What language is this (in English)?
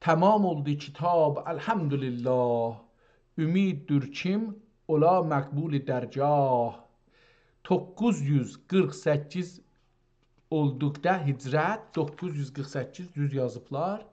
South Azerbaijani